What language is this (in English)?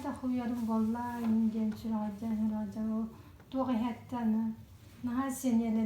Yakut